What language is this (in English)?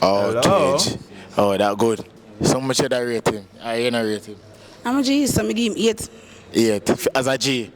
Jamaican Creole English